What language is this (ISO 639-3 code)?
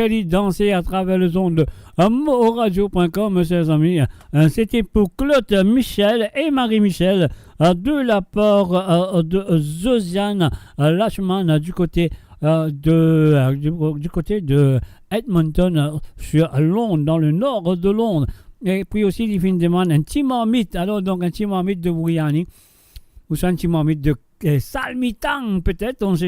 mfe